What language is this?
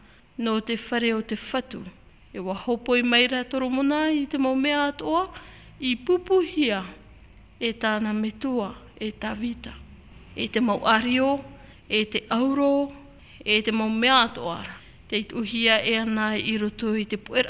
Tahitian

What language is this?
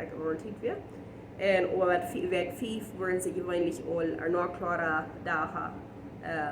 Plautdietsch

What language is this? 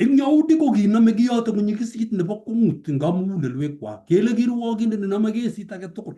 Kalenjin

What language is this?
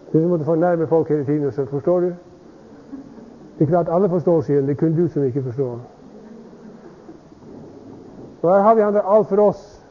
Norwegian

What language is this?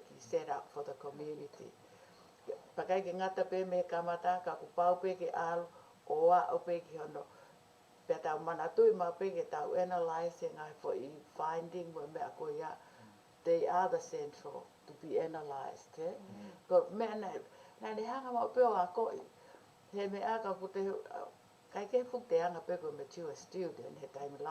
Tongan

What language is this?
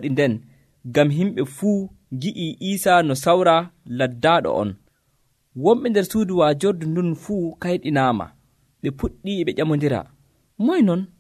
Nigerian Fulfulde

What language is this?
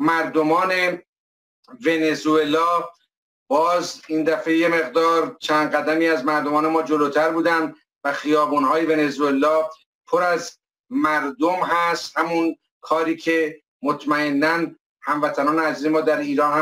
Persian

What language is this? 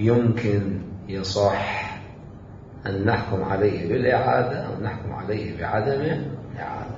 Mesopotamian Arabic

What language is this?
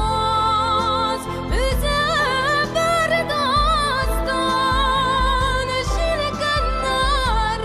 Tatar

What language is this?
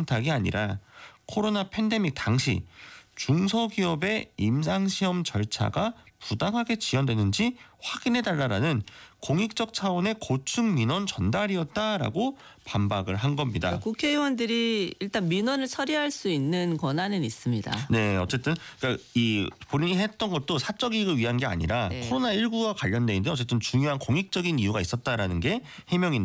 Korean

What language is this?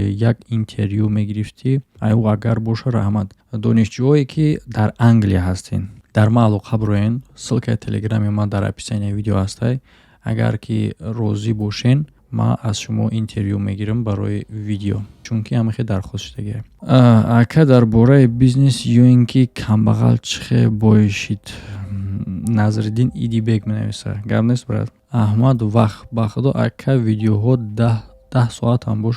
Tajik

